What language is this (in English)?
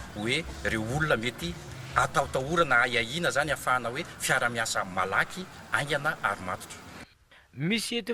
Malagasy